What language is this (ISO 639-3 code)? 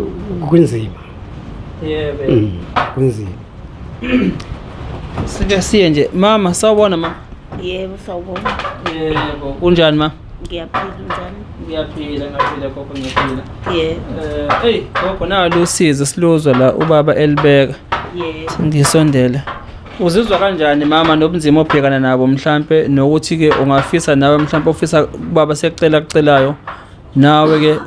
zul